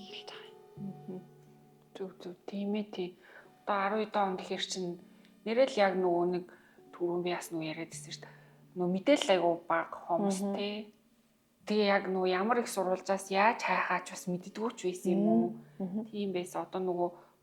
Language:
Mongolian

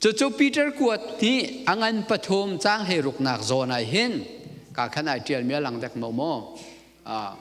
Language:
Hakha Chin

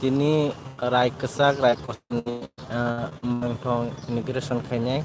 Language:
Kok Borok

